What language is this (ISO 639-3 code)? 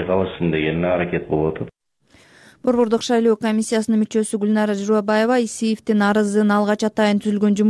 kir